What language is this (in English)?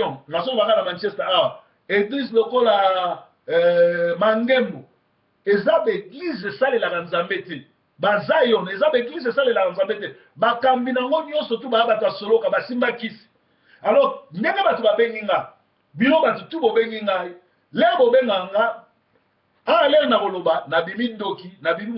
Lingala